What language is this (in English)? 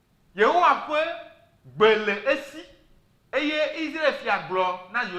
Ewe